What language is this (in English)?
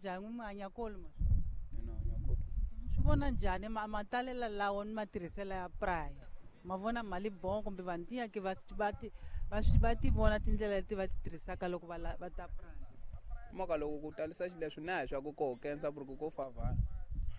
Tsonga